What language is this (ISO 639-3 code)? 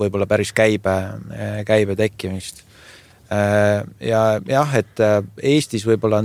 est